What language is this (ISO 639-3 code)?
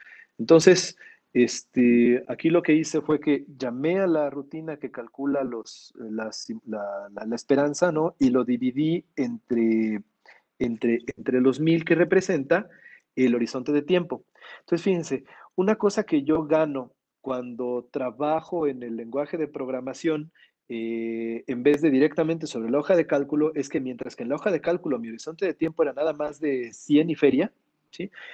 spa